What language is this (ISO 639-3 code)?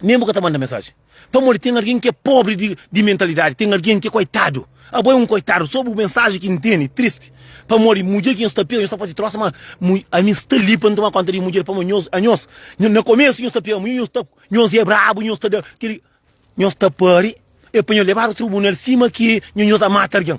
kea